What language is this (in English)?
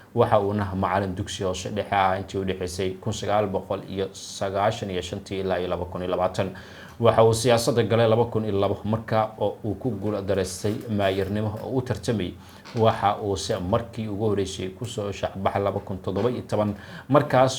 Somali